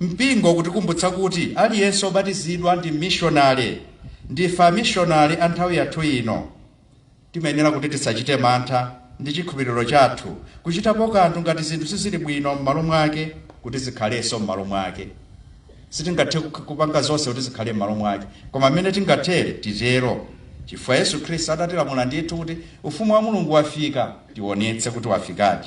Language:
Nyanja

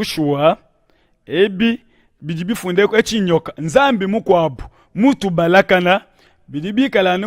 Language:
Luba-Lulua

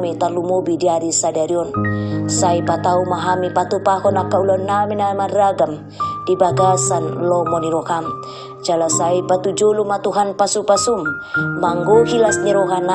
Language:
Batak Toba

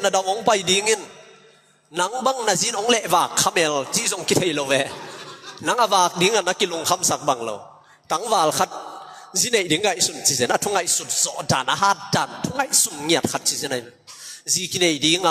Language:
Tedim Chin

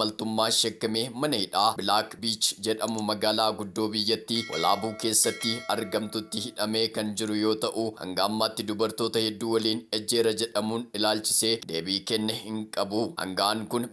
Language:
Oromo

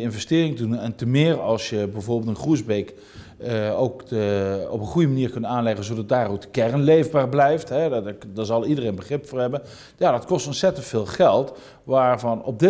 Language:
Dutch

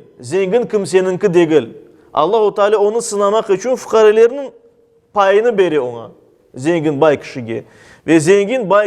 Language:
Crimean Tatar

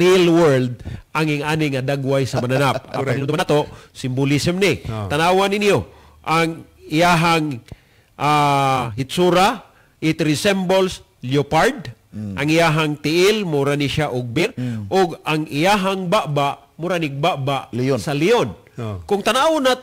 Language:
Cebuano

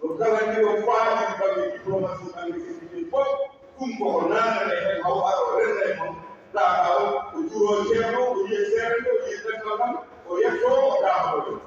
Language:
Fula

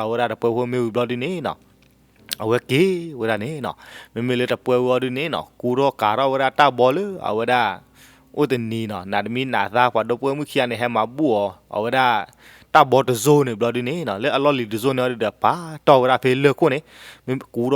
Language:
S'gaw Karen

